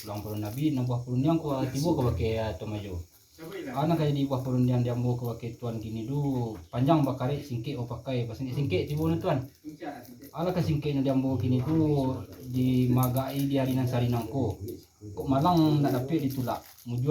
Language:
Minangkabau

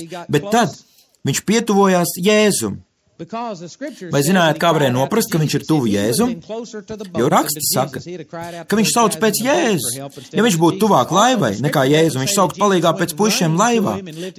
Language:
Latvian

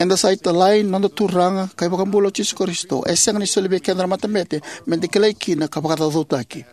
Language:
Fijian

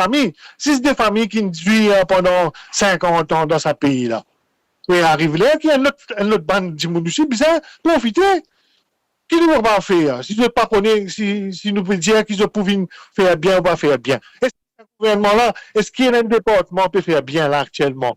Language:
Morisyen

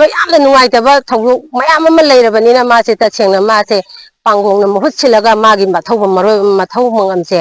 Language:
Manipuri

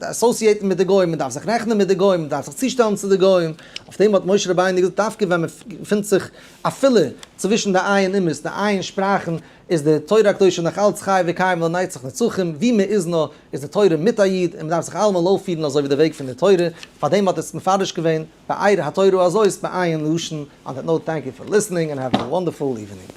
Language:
Yiddish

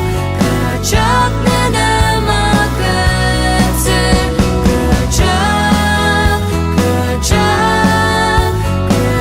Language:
Ao Naga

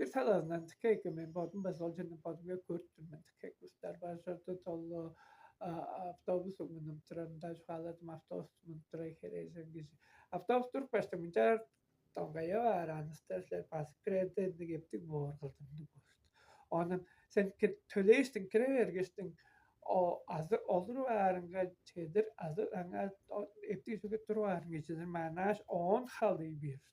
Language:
Tuvinian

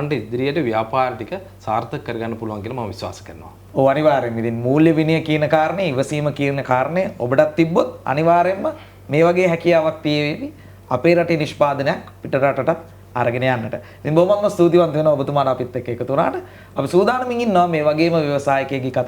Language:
Sinhala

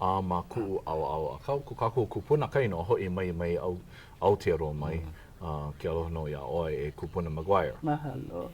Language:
Hawaiian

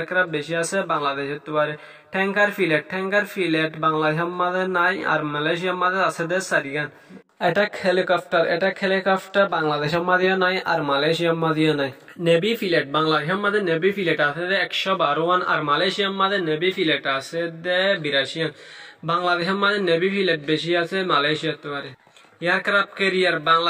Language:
Rohingya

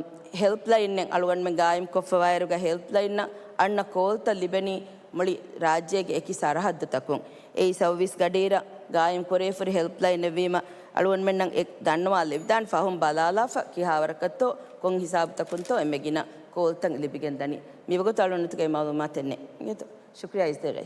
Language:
Divehi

